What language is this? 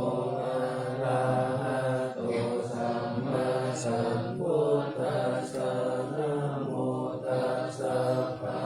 Pali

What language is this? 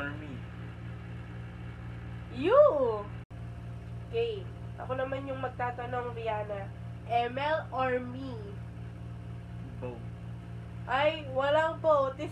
Filipino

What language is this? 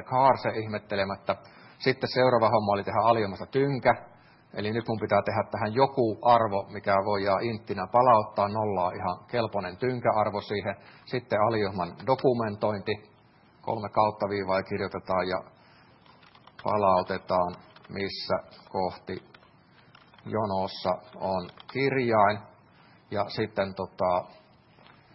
Finnish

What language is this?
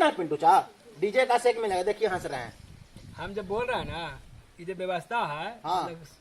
Magahi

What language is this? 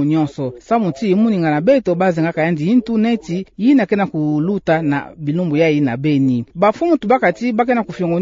Kituba (Democratic Republic of Congo)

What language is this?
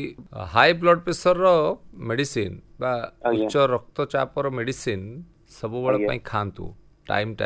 Odia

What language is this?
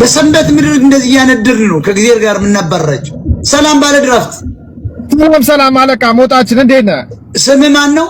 Amharic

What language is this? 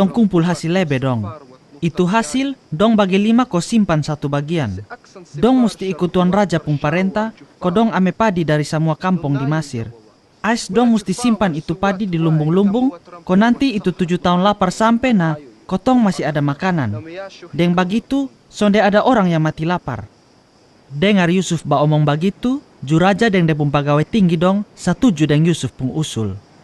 Kupang Malay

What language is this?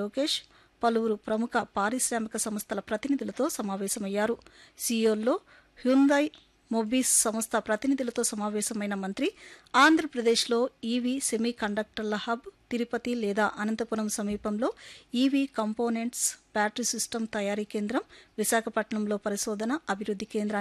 Telugu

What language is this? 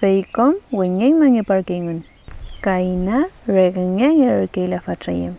Mapuche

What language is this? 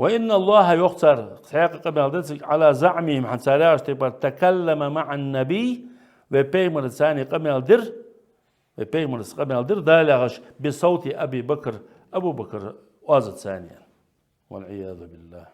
Ingush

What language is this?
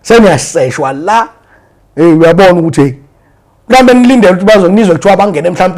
Zulu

